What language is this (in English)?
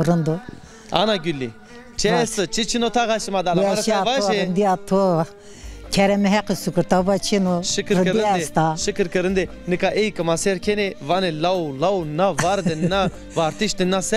Zaza